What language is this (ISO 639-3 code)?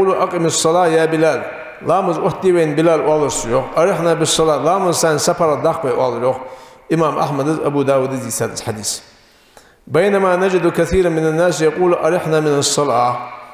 inh